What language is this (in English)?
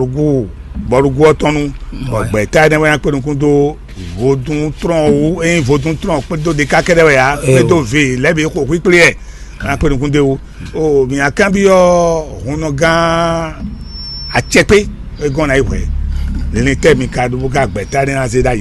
Fon